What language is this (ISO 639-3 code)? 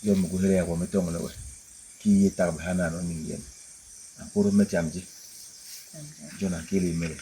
bas